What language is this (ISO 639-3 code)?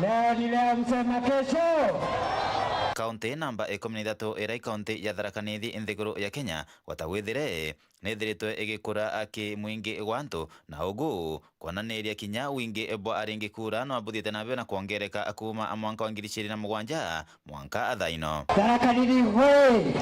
mer